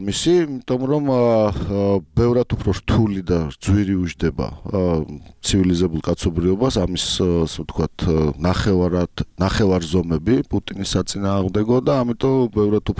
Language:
Georgian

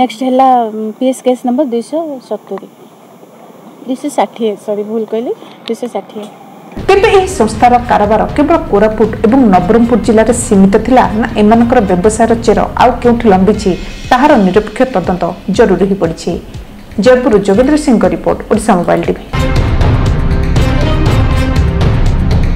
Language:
Odia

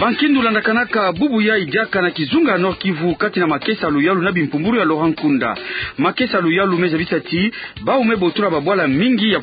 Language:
Kituba (Democratic Republic of Congo)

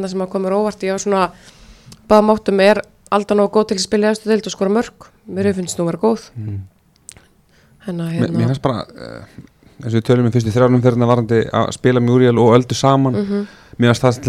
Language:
Icelandic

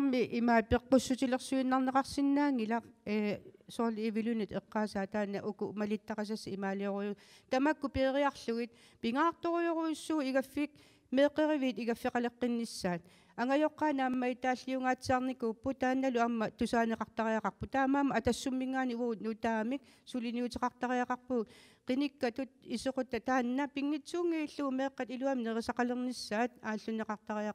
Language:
Kalaallisut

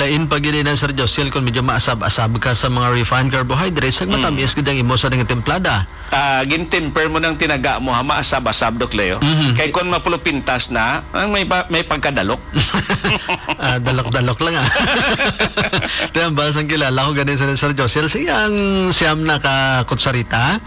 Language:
Hiligaynon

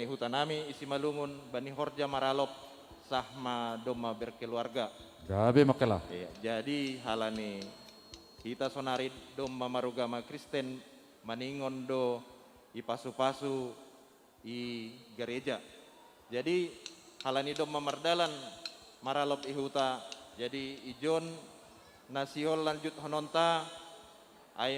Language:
Batak Simalungun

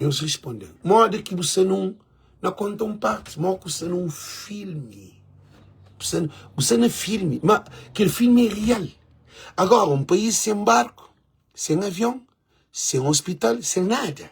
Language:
Kabuverdianu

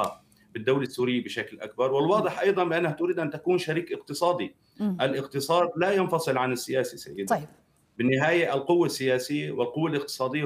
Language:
Arabic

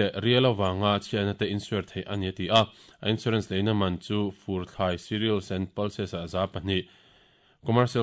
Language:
Mizo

